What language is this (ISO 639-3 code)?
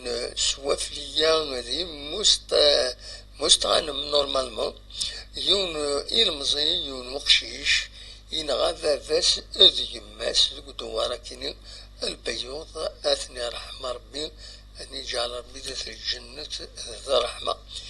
kab